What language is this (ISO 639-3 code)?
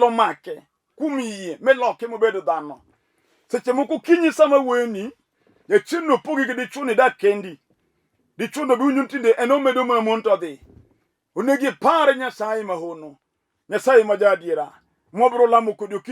luo